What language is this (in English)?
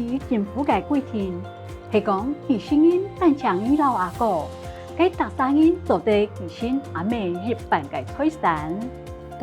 Hakka Chinese